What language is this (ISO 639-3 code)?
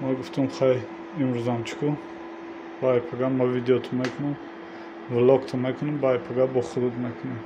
tgk